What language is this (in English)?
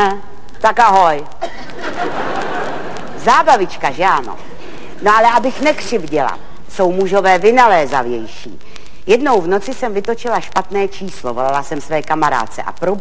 Czech